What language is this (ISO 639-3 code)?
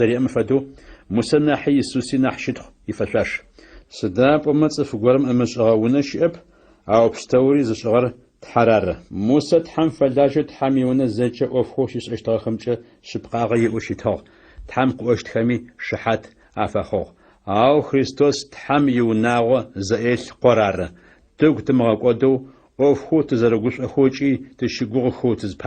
ady